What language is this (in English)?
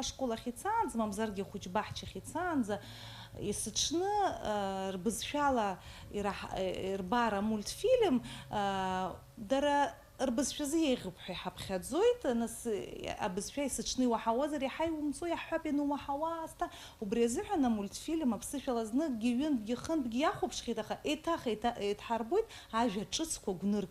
Abkhazian